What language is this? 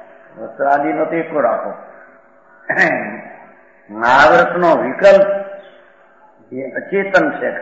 Gujarati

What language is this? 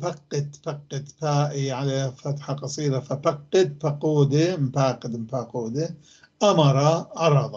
North Levantine Arabic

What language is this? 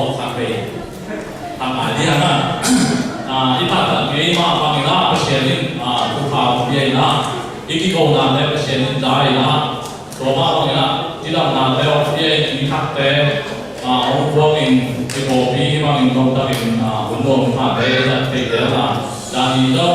Tedim Chin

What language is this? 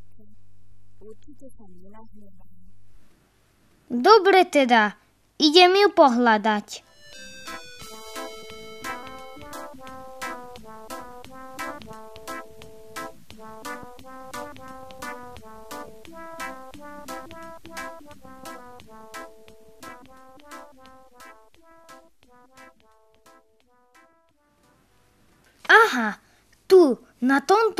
Slovak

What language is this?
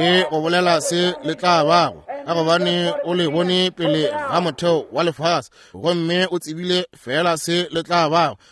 Northern Sotho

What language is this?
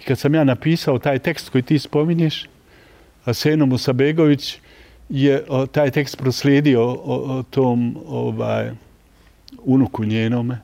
Bosnian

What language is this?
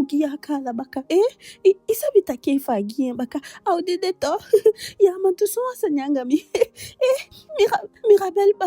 Eastern Maroon Creole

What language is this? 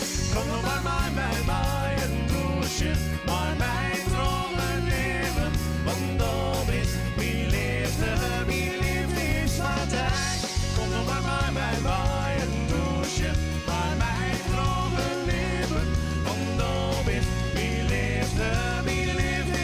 Western Frisian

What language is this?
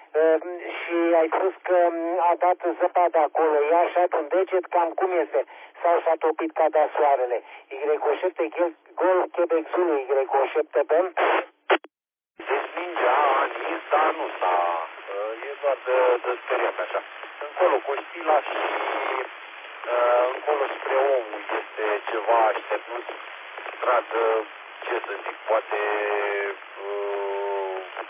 Romanian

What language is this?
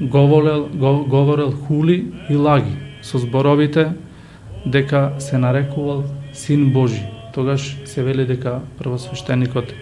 Macedonian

